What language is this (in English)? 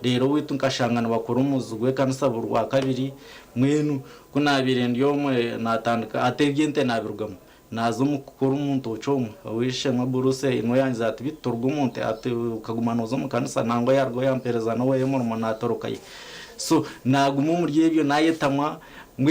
Nyankole